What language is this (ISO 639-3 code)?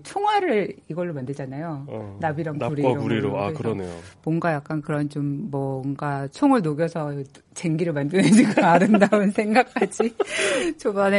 kor